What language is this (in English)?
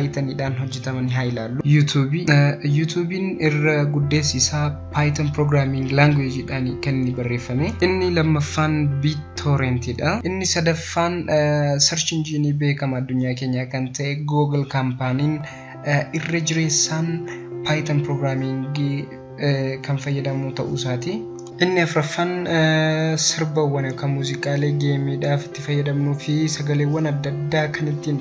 Oromo